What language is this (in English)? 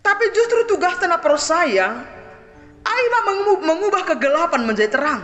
Batak Simalungun